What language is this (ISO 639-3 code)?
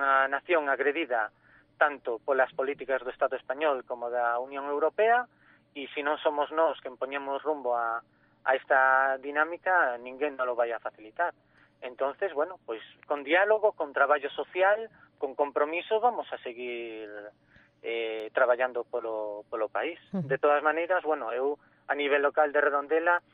glg